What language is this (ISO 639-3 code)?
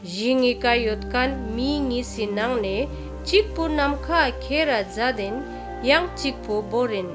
lbj